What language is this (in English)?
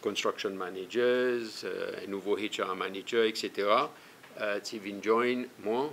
Seselwa Creole French